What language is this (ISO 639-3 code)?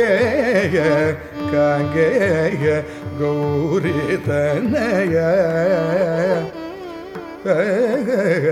tam